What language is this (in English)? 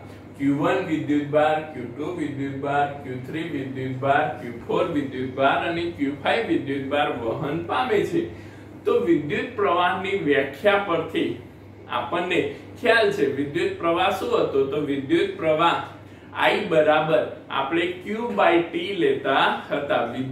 Gujarati